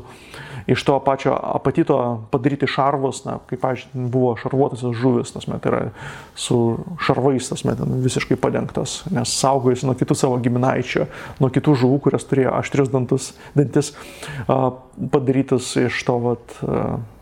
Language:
Lithuanian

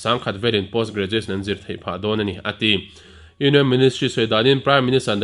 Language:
Mizo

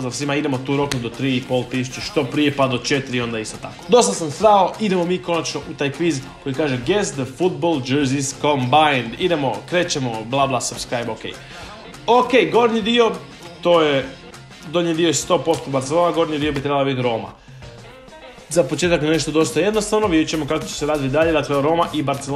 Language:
Croatian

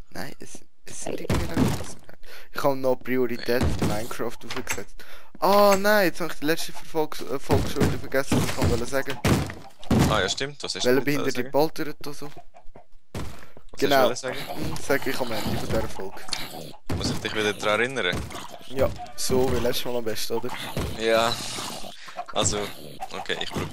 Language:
Swiss German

